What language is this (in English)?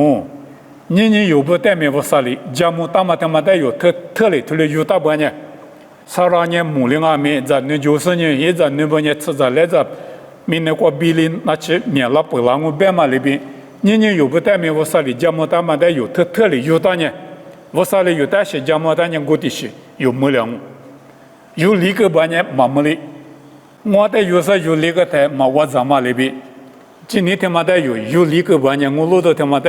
Lisu